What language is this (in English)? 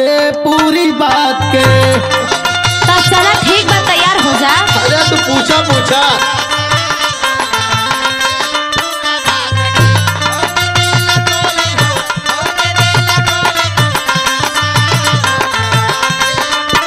Bhojpuri